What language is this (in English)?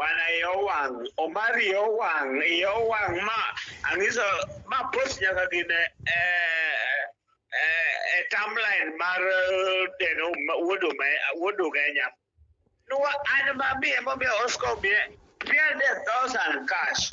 Luo (Kenya and Tanzania)